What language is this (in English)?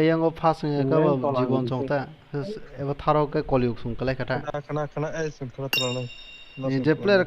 Kok Borok